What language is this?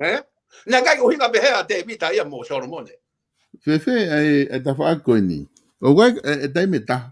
Tongan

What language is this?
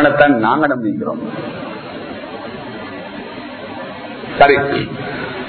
Tamil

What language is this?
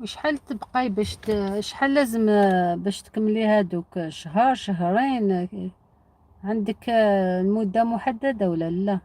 Algerian Arabic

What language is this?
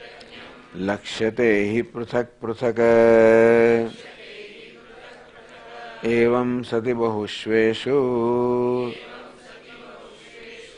Gujarati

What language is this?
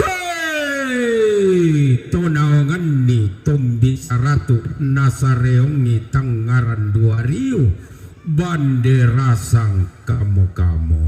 Toraja-Sa'dan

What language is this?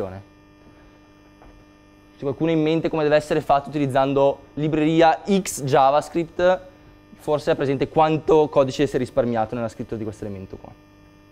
Italian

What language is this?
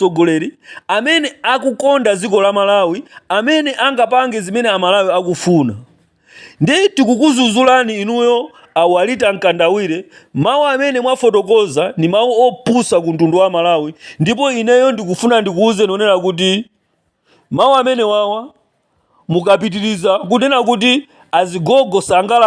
Nyanja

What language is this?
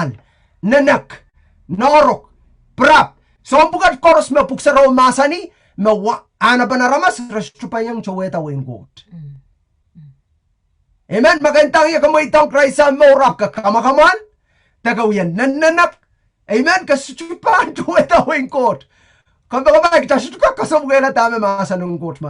Pohnpeian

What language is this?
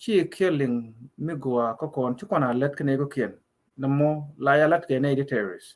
Nuer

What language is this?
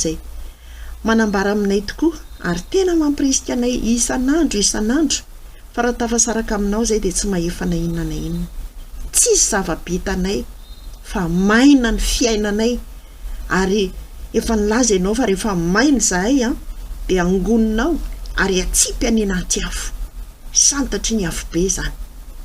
Malagasy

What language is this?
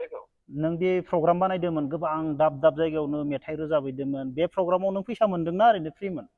Bodo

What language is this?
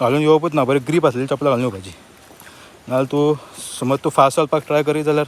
Konkani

